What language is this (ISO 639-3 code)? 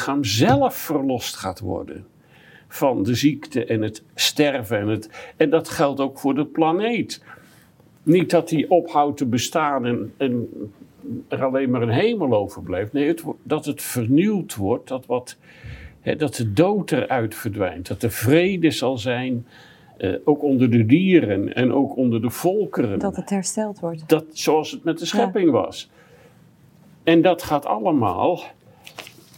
nld